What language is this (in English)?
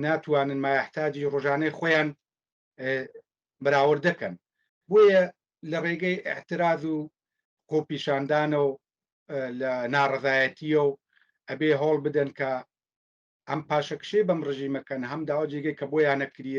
Central Kurdish